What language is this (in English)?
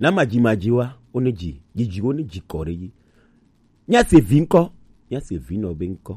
Gen